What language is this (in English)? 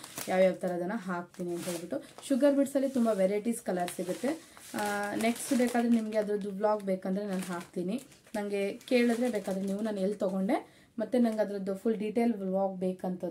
Kannada